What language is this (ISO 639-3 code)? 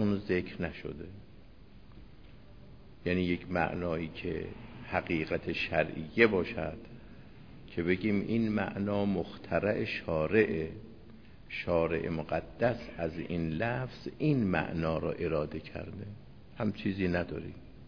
fas